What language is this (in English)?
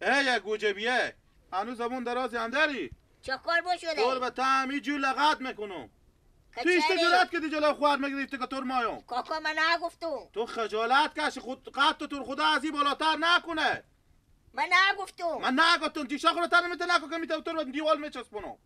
Persian